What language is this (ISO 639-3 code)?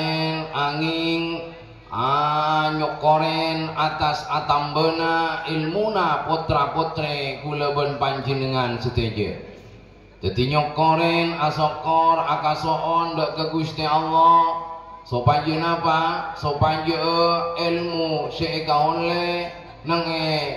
mad